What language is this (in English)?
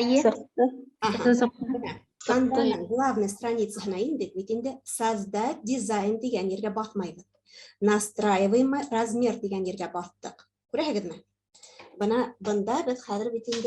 Bashkir